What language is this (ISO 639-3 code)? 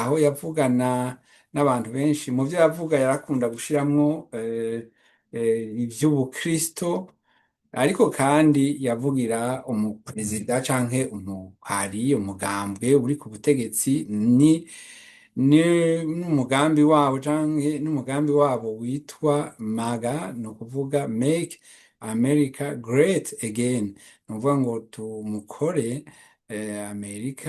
run